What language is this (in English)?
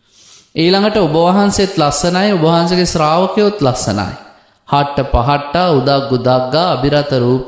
Sinhala